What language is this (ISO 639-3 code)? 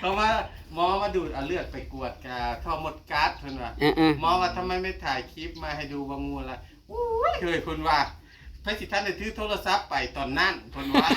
tts